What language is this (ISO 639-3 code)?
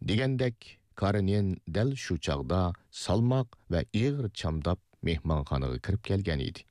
uig